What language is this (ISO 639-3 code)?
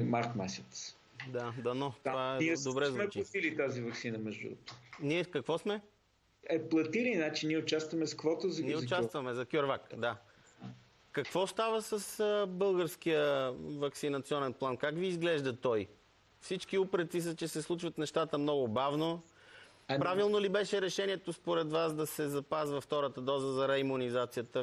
bul